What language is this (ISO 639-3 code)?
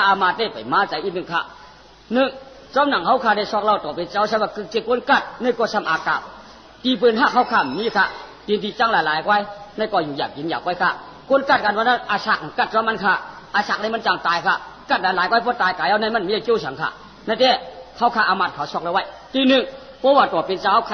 shn